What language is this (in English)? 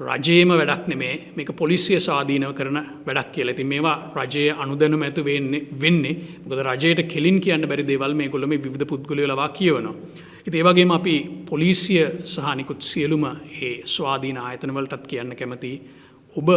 Sinhala